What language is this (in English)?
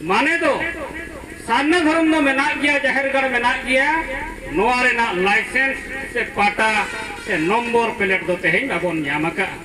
Santali